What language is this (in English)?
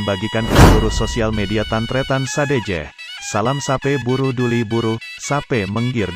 Madurese